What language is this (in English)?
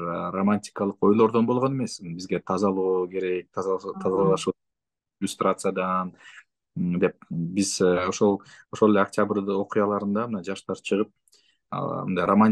Kyrgyz